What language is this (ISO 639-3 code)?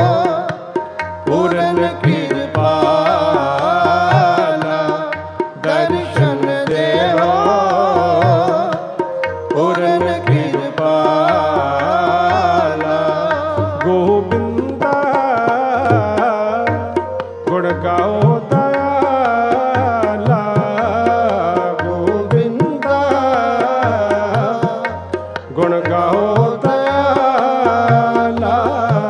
pan